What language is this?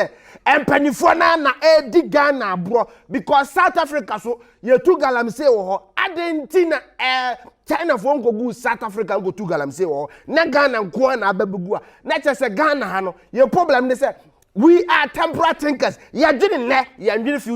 Akan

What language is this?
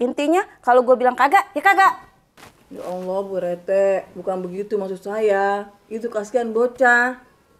Betawi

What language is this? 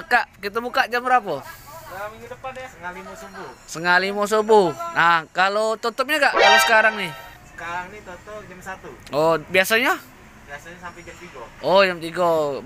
Musi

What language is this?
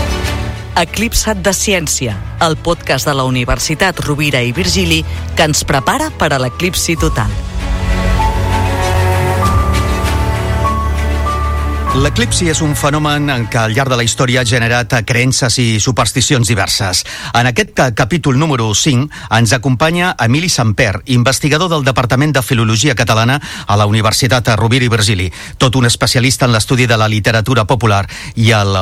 Catalan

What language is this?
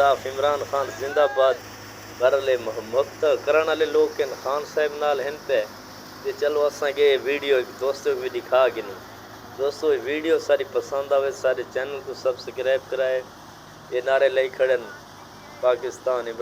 Saraiki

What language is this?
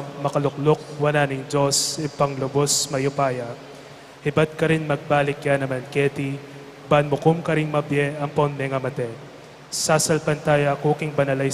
Pampanga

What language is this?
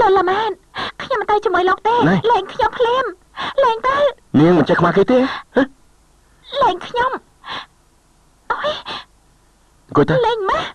Khmer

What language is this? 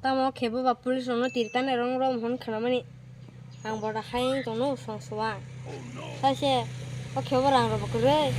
Kok Borok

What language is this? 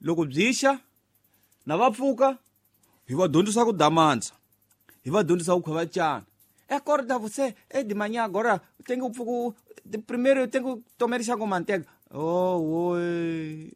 Tsonga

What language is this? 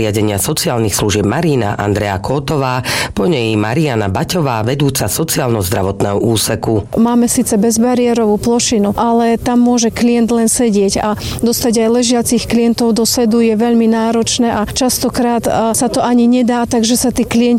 Slovak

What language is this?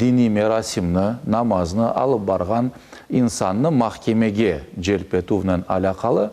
Crimean Tatar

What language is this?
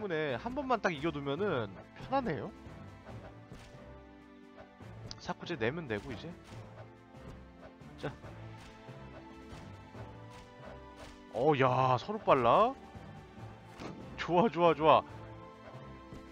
Korean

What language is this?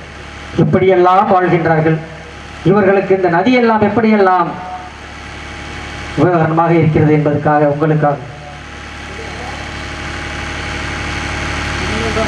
Tamil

